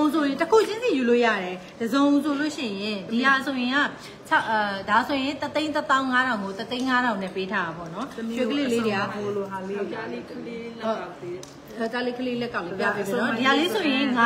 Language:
Burmese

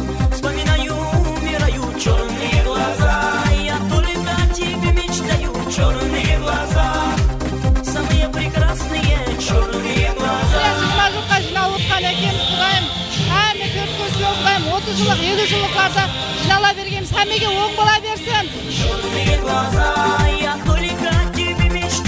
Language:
Kara-Kalpak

